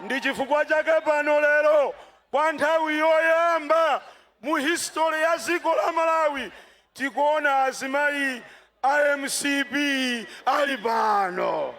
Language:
Nyanja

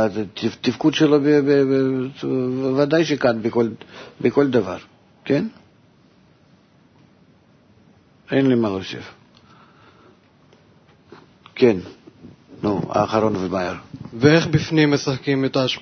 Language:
Hebrew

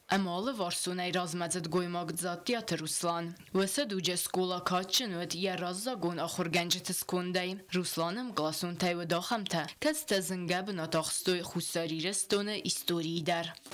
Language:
Ossetic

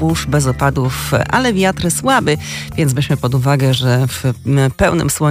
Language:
Polish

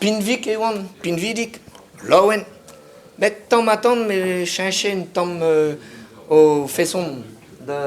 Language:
Breton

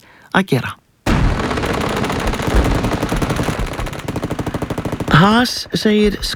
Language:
Icelandic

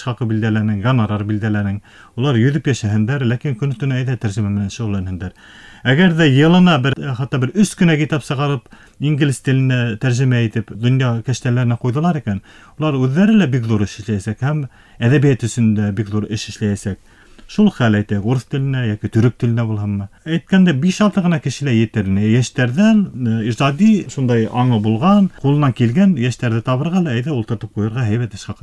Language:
Bashkir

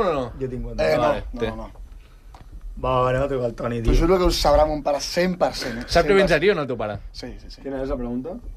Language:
Catalan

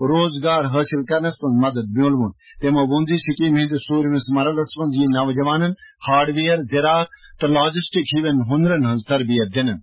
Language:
Kashmiri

